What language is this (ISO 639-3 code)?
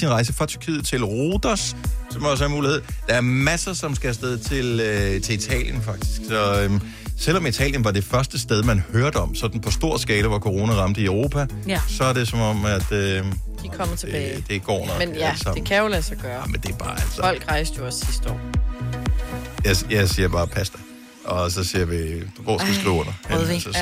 dan